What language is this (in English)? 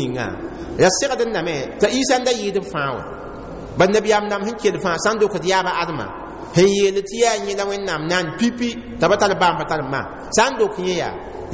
Mossi